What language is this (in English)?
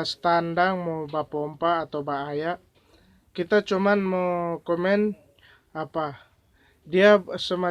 Manado Malay